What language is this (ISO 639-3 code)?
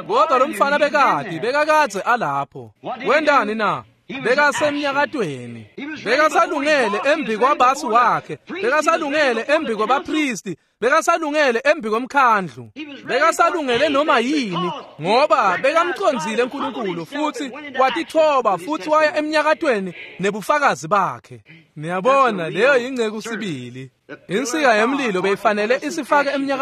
ssw